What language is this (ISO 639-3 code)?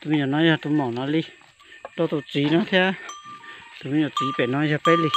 hmn